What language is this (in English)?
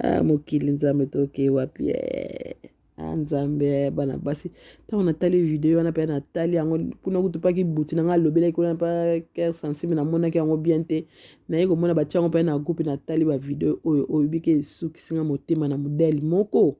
Lingala